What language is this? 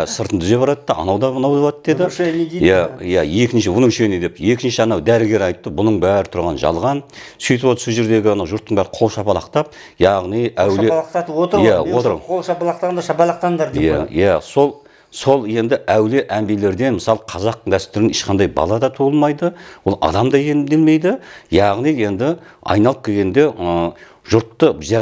Kazakh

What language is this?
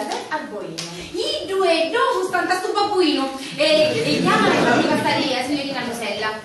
Sicilian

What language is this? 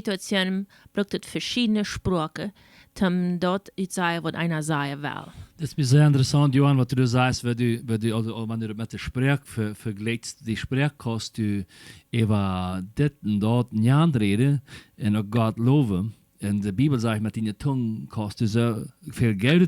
Plautdietsch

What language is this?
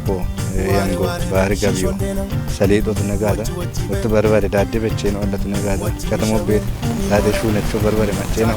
Kafa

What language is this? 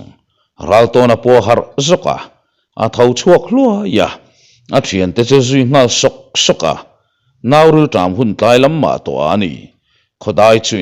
Mizo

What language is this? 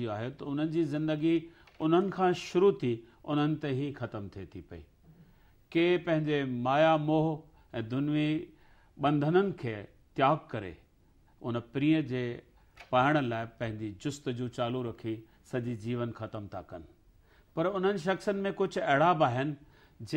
Sindhi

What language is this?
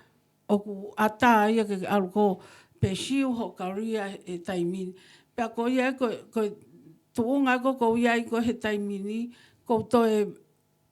Tongan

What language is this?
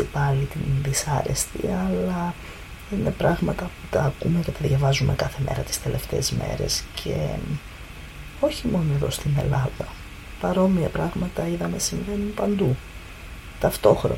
Greek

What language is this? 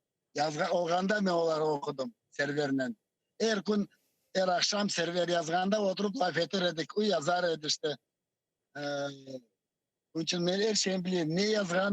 Crimean Tatar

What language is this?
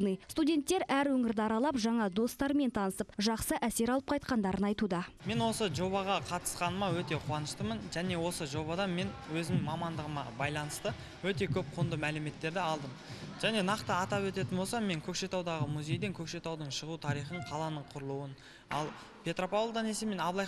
Kazakh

